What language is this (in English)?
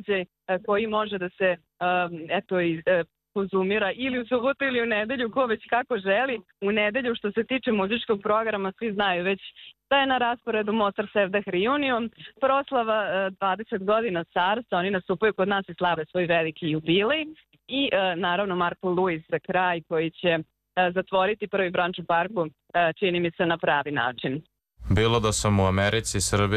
Serbian